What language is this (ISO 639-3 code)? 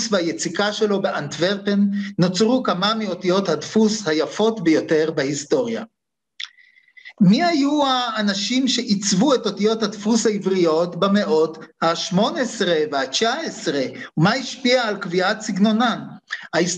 heb